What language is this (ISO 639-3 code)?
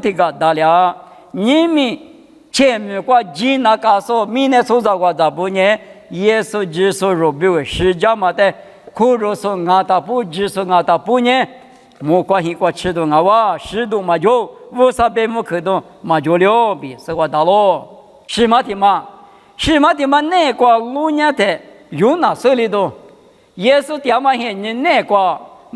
lis